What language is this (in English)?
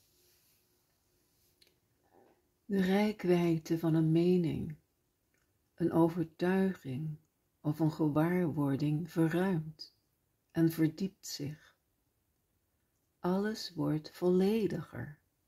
Dutch